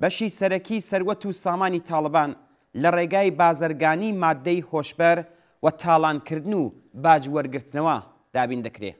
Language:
Central Kurdish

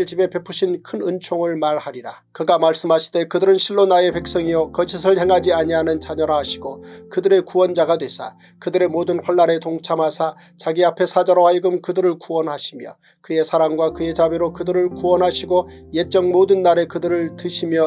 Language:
Korean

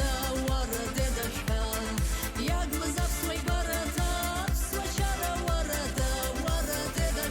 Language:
Abkhazian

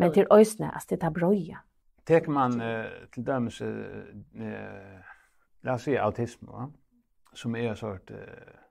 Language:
Faroese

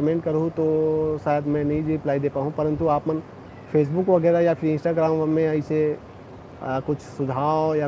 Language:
Chhattisgarhi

